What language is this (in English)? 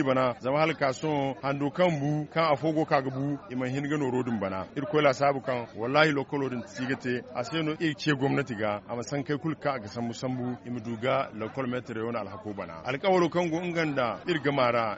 Zarma